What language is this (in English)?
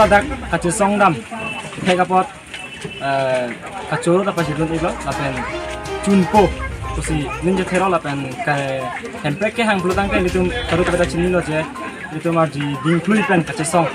Karbi